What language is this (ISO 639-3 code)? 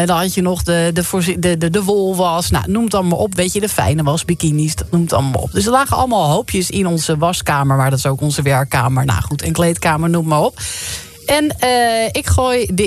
nld